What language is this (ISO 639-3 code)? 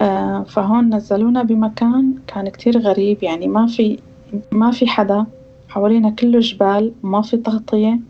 apc